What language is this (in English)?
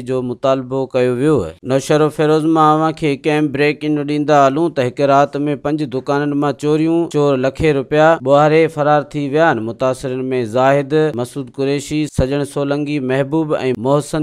Sindhi